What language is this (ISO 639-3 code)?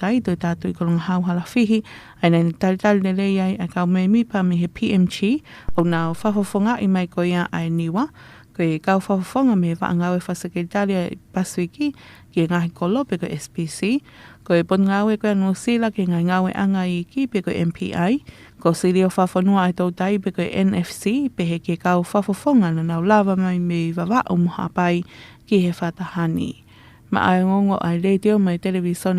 ton